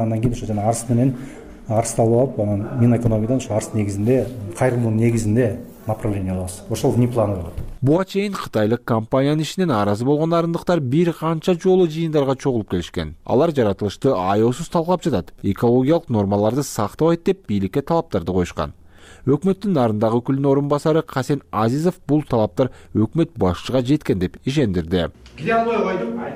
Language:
Kyrgyz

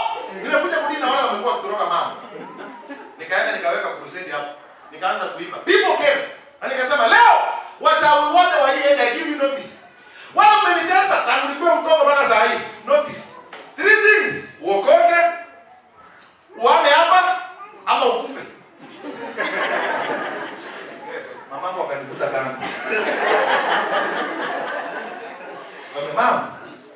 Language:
Swahili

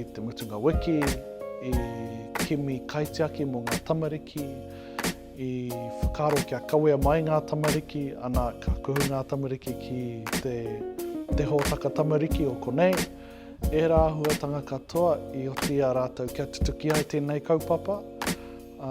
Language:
Māori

